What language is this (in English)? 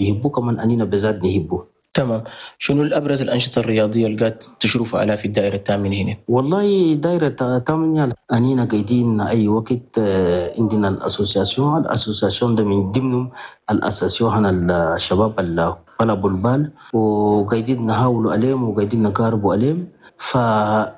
Chadian Arabic